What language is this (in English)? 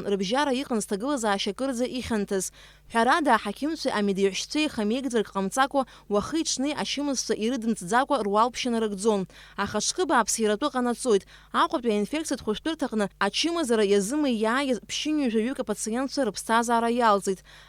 Abkhazian